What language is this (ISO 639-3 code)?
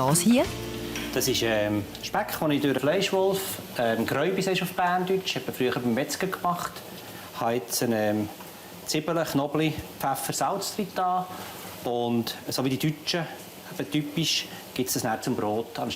gsw